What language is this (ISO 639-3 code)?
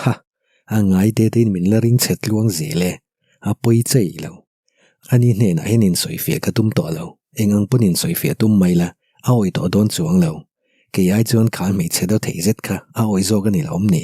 lus